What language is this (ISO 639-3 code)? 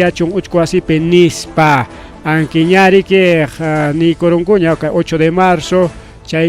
quy